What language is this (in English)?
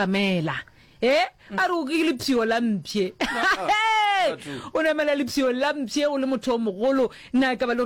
Northern Sotho